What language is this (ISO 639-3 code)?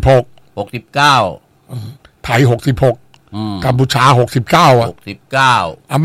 tha